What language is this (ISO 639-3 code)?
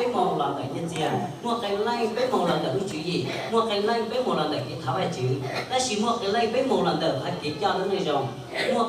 hmn